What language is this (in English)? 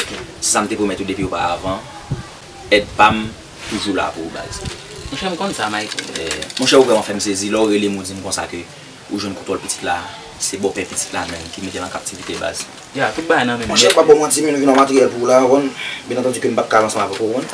Haitian Creole